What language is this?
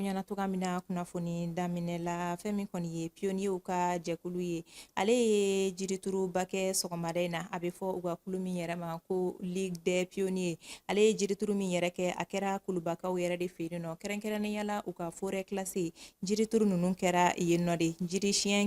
Bambara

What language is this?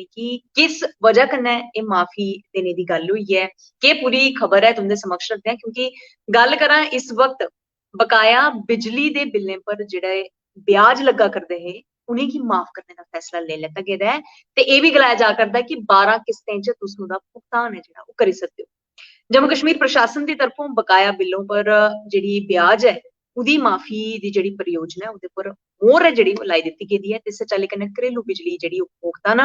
Dogri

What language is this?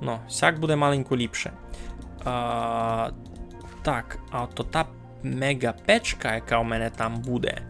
Rusyn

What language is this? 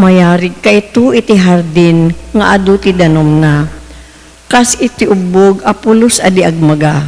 Iloko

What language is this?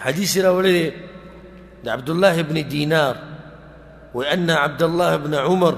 Pashto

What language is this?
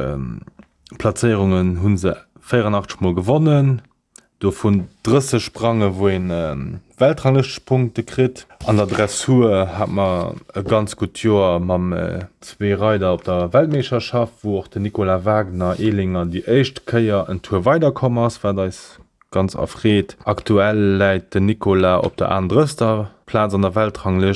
Luxembourgish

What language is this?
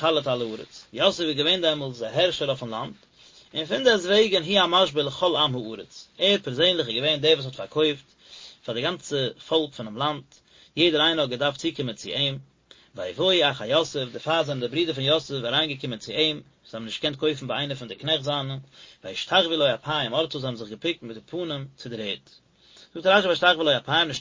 Yiddish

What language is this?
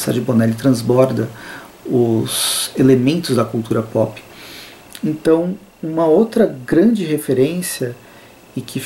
Portuguese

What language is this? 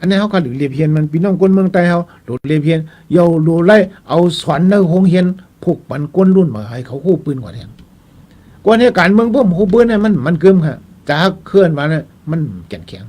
Shan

